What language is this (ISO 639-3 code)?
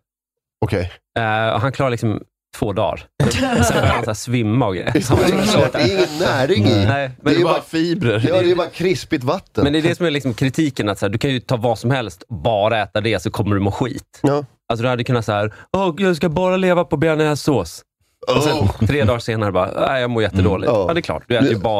swe